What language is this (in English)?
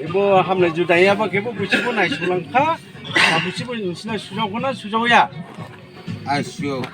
Dimasa